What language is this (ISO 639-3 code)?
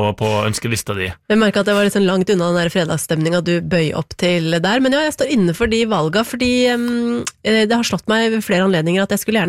nor